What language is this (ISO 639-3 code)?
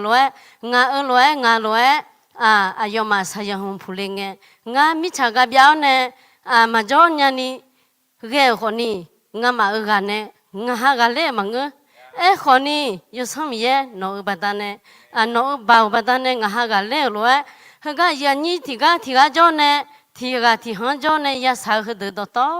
ahk